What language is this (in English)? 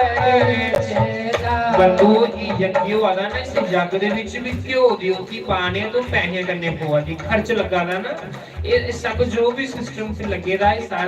Dogri